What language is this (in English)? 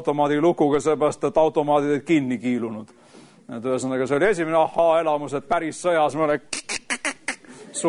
Estonian